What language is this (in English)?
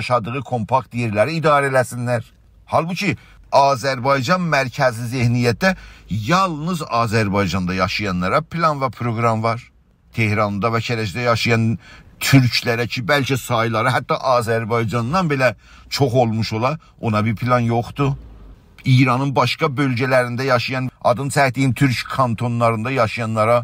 South Azerbaijani